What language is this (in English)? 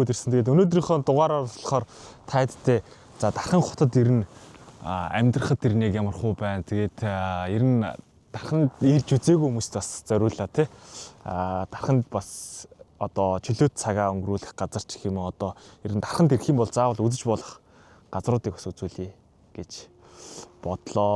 Mongolian